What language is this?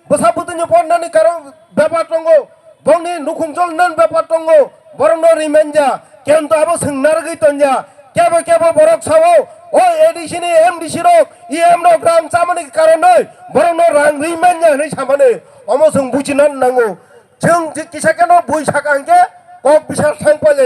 Kok Borok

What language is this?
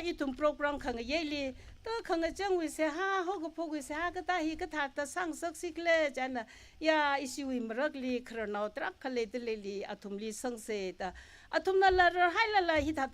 Tangkhul Naga (India)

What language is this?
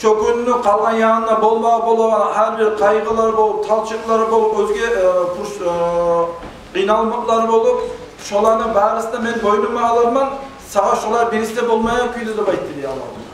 Kumyk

